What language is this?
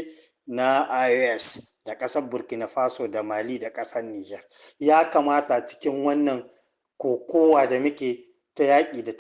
Hausa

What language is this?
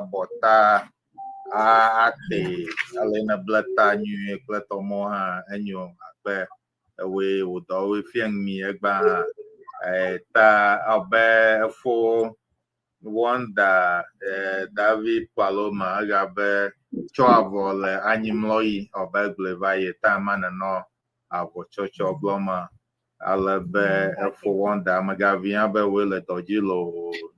Ewe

